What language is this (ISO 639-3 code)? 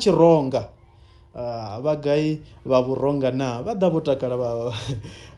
ven